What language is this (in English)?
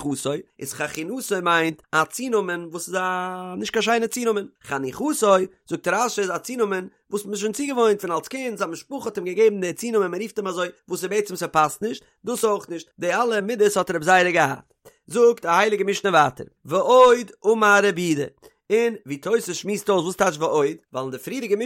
Yiddish